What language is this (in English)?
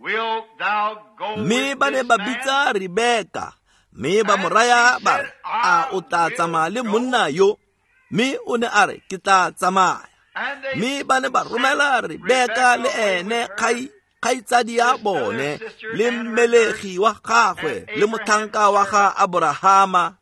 Tswana